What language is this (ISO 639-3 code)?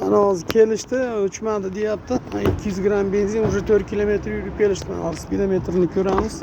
uzb